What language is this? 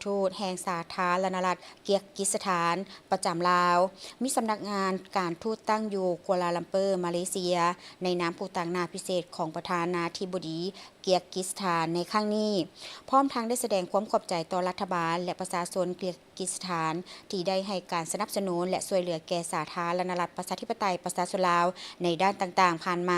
Lao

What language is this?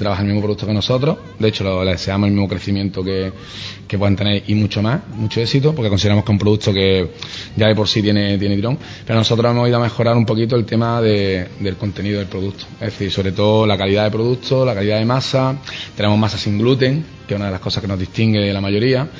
Spanish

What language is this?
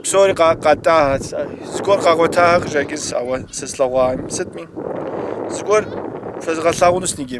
Kabardian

